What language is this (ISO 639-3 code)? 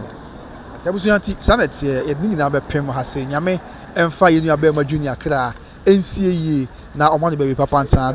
aka